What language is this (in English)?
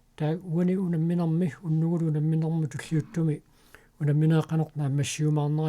Kalaallisut